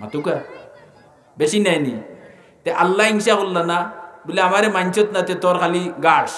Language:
Sylheti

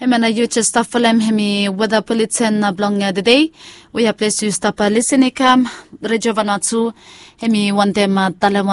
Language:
Bislama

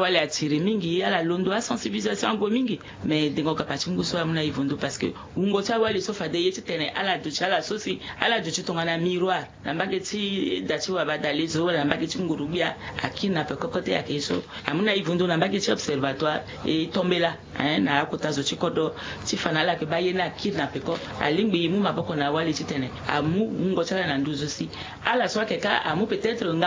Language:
Sango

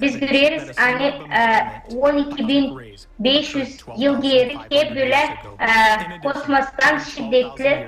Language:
Gagauz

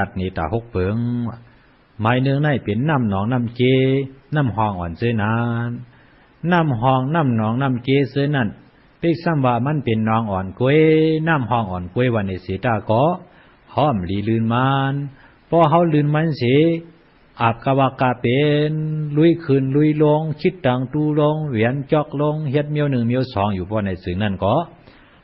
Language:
Shan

